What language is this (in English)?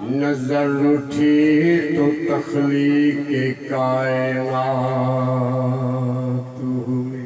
Saraiki